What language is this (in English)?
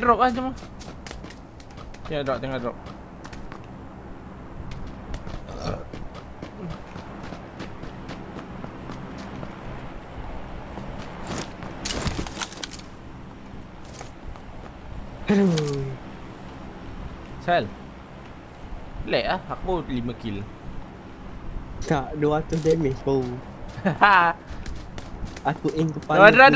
Malay